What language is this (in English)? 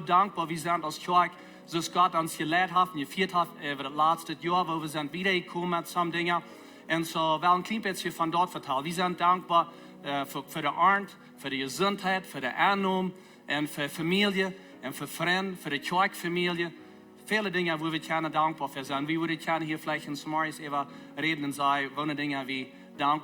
Plautdietsch